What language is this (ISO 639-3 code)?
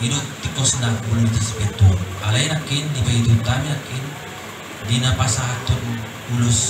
bbc